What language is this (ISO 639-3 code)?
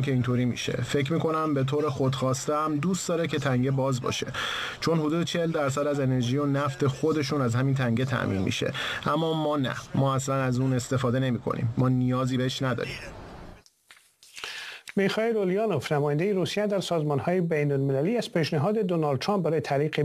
fas